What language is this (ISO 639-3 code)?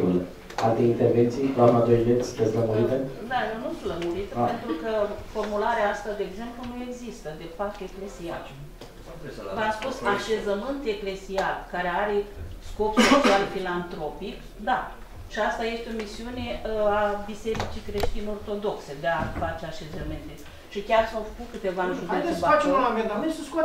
ron